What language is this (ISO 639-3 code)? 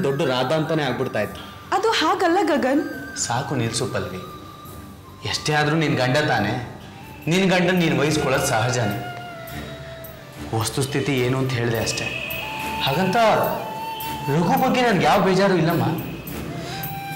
kan